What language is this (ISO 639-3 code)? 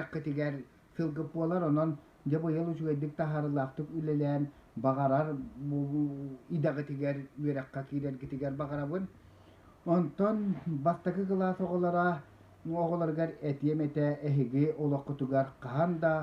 sah